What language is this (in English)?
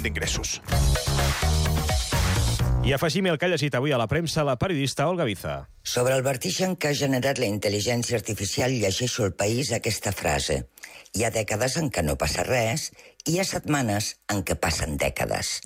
Catalan